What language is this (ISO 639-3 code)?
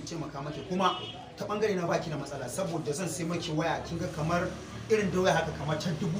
hau